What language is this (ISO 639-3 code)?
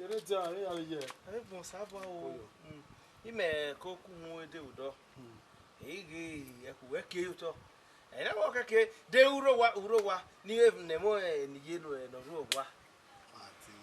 bin